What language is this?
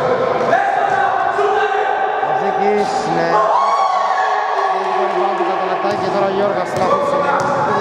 Greek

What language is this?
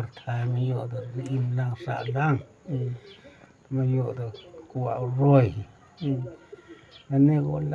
Khasi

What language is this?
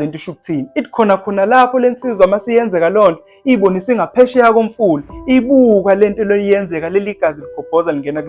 Zulu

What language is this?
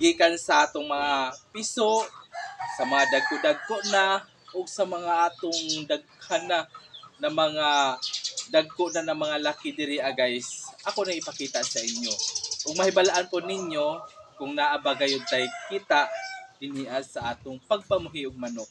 Cebuano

